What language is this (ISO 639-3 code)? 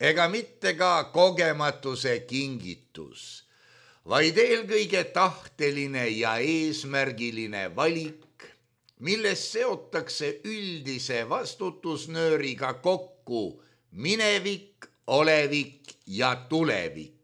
est